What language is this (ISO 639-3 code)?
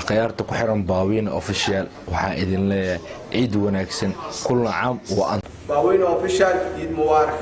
som